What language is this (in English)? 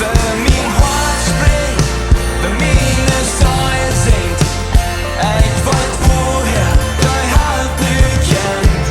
Plautdietsch